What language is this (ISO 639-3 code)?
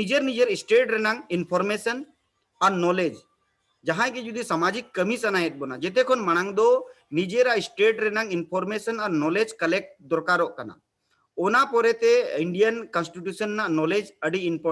sat